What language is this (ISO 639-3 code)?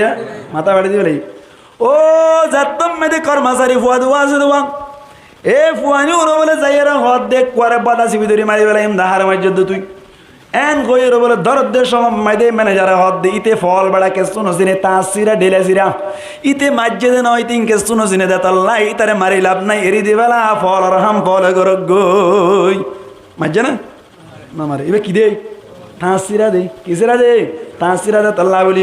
rhg